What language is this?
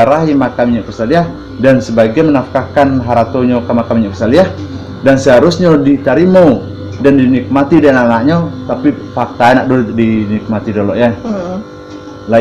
Minangkabau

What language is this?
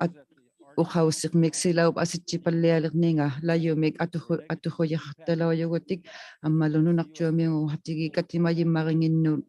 Inuktitut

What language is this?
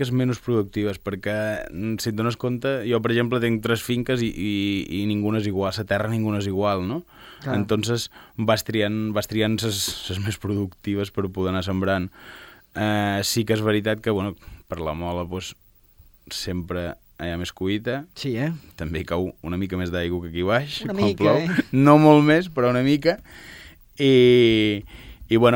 Catalan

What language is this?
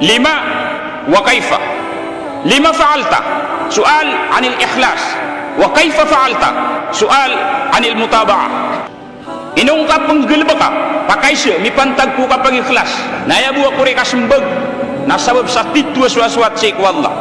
Maranao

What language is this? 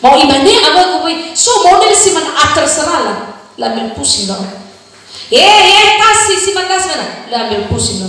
Nias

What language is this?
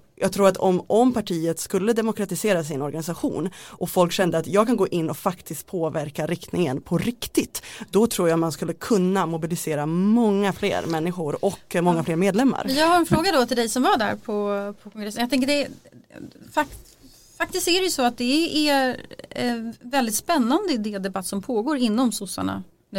Swedish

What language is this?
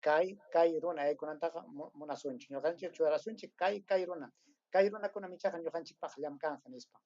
Ayacucho Quechua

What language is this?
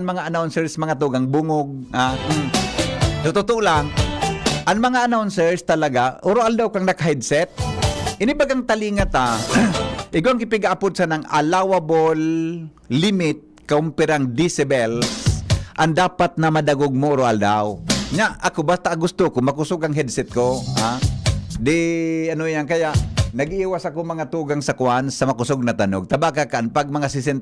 Bikol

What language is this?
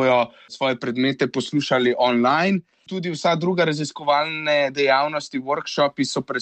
Slovenian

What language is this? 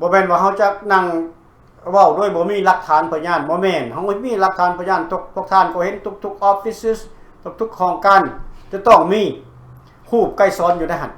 Lao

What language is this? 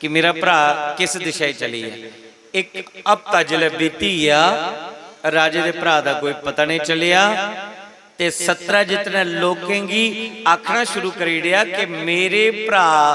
Dogri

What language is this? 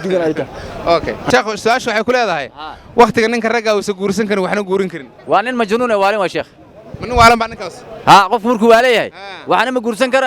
Somali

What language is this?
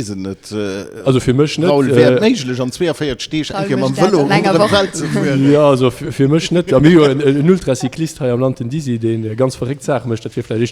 Luxembourgish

